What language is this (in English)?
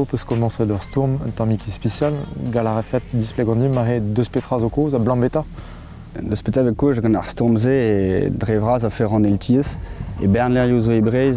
Breton